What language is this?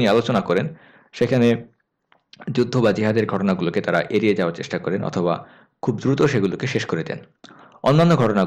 Bangla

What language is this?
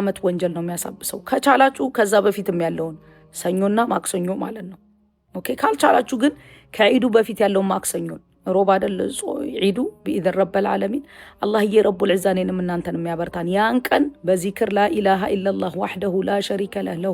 Amharic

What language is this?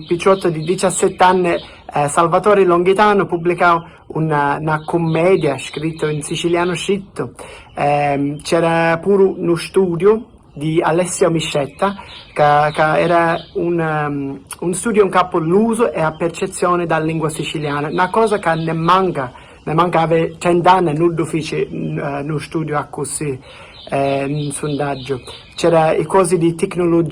Sicilian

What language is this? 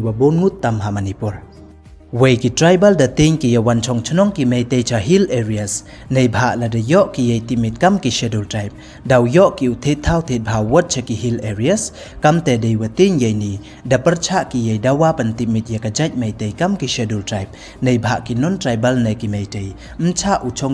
Pnar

